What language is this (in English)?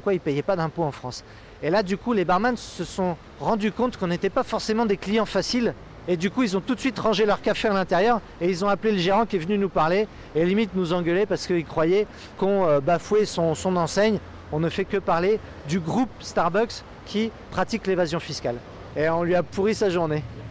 French